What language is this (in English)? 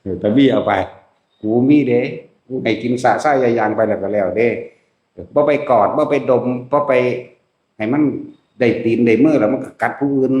Northeastern Thai